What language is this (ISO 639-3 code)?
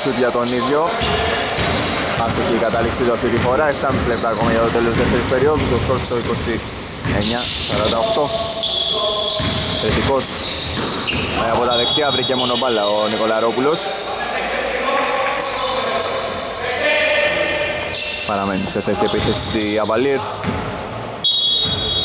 ell